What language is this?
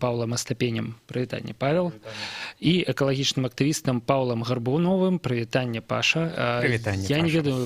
Belarusian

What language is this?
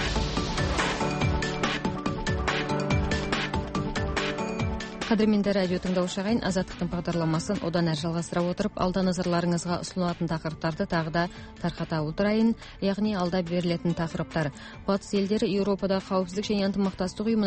Kazakh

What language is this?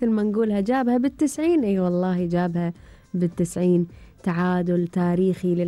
Gulf Arabic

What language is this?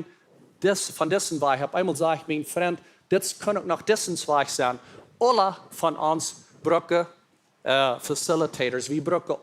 Plautdietsch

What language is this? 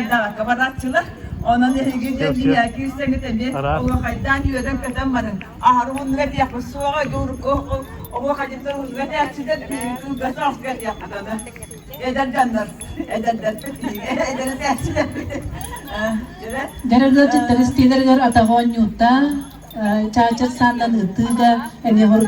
Yakut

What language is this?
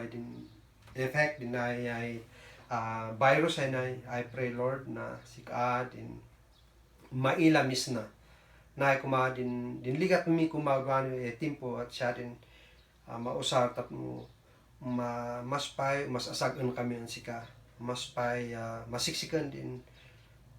Kankanaey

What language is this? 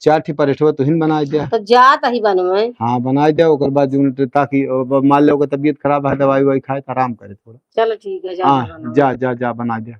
Awadhi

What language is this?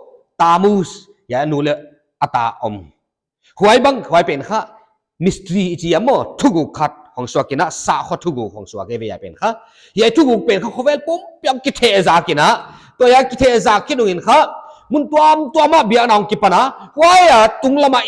Paite Chin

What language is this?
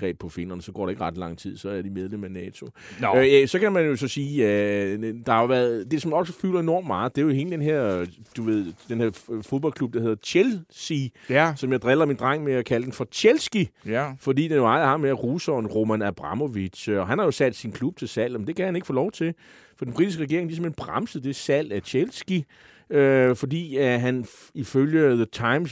Danish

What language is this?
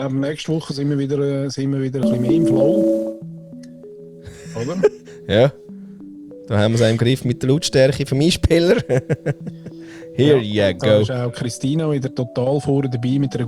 German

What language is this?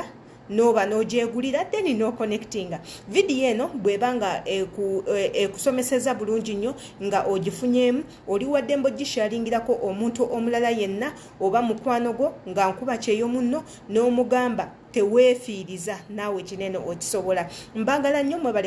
Ganda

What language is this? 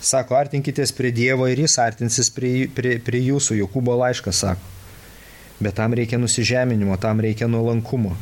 Lithuanian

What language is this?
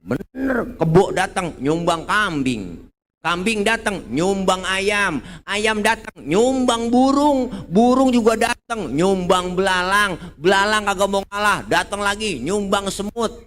Betawi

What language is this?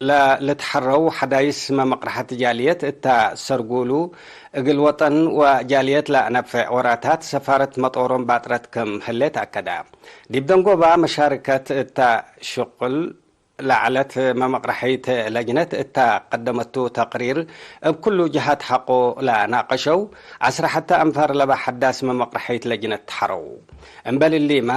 Tigre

